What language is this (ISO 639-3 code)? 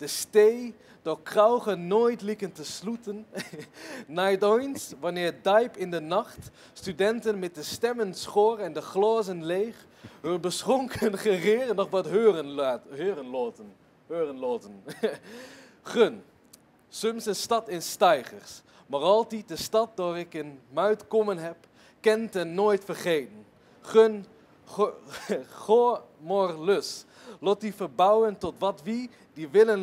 gos